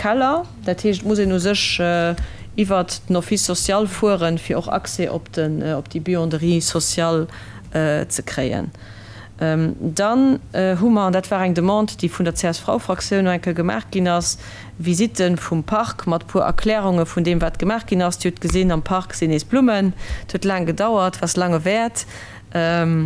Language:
Luxembourgish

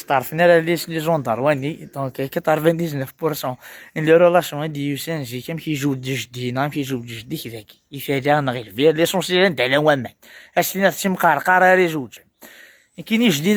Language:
Kabyle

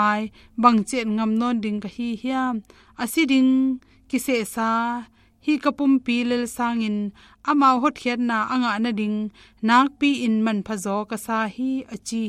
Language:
Tedim Chin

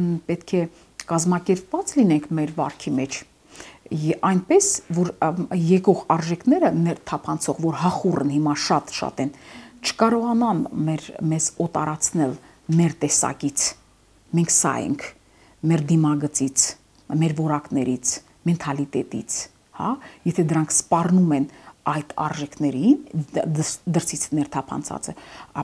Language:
Armenian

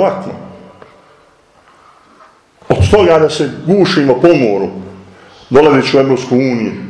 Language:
Bosnian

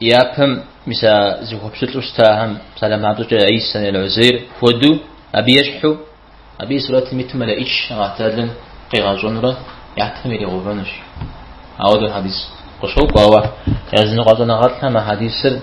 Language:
Kabardian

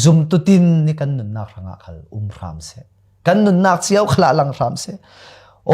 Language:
Falam Chin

